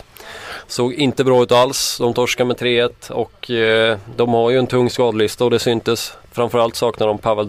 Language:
Swedish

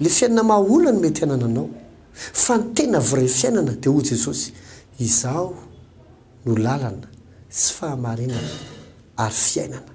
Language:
Malagasy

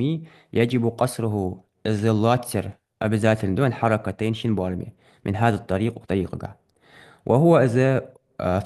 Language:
Ingush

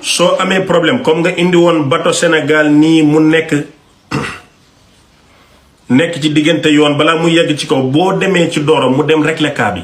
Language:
Wolof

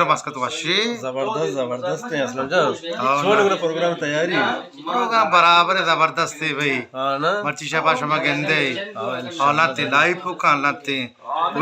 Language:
Baluchi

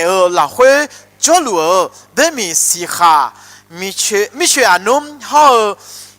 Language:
Akha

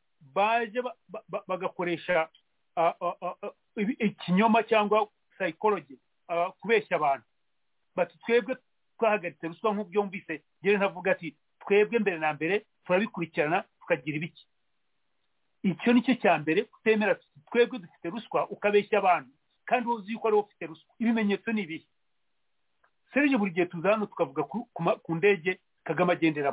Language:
Kinyarwanda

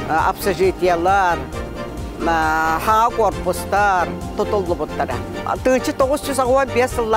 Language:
Yakut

